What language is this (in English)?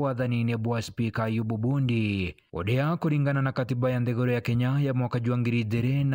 Meru